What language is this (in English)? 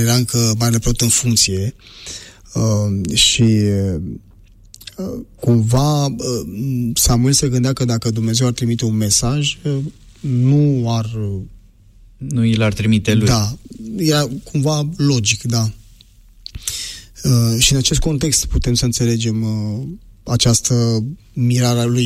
Romanian